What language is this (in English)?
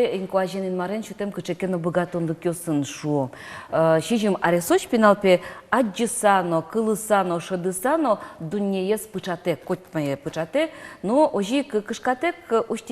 Udmurt